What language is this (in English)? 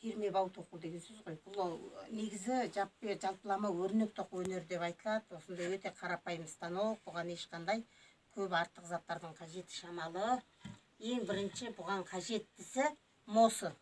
Kazakh